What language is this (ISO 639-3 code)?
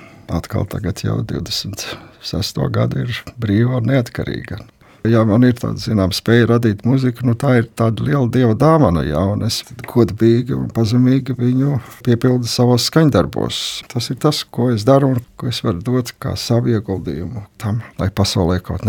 lav